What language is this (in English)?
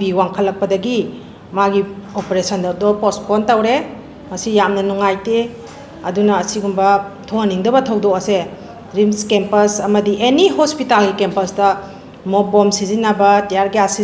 Manipuri